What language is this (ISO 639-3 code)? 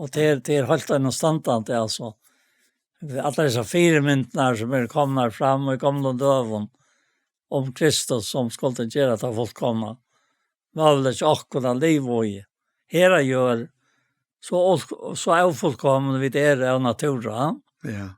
fao